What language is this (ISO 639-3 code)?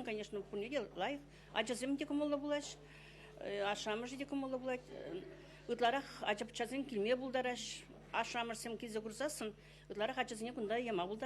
chv